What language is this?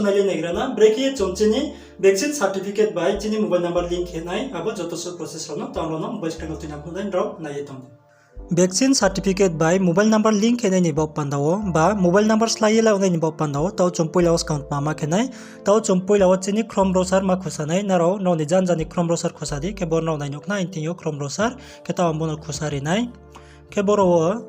Riang (India)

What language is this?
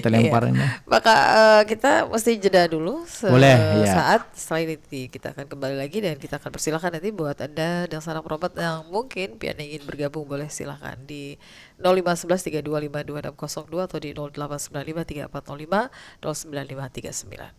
Banjar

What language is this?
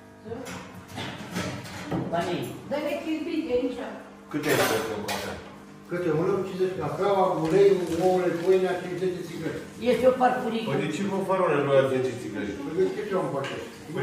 Romanian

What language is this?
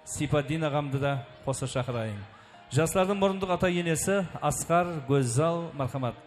Kara-Kalpak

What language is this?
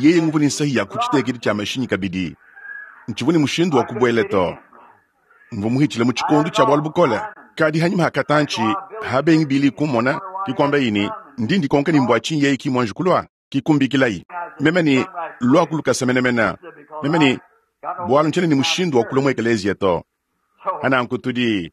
Luba-Lulua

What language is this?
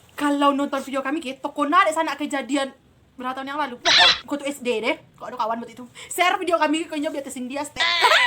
Minangkabau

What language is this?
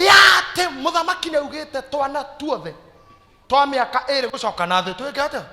Kikuyu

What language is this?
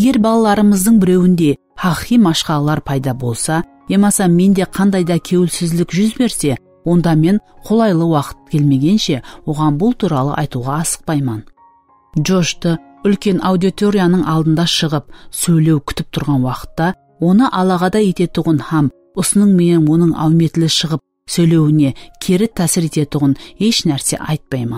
Kara-Kalpak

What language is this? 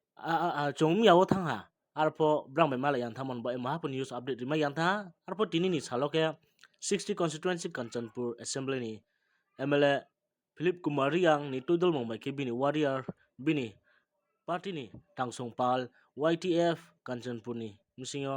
Riang (India)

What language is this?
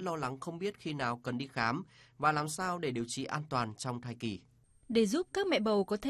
Vietnamese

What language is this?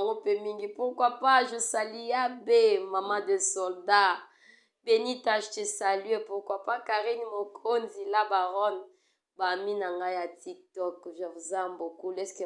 Lingala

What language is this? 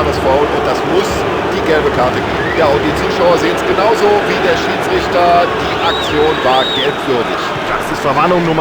Bavarian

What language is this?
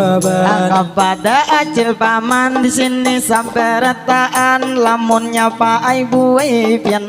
Banjar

